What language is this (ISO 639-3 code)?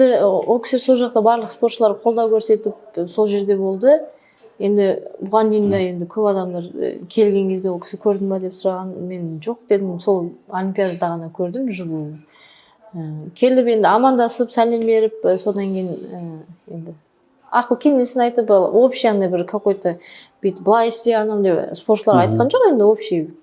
kaz